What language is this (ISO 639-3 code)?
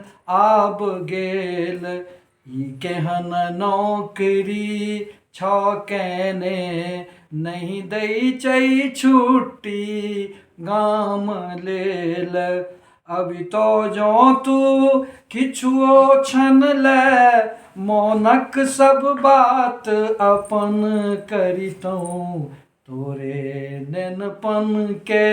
mai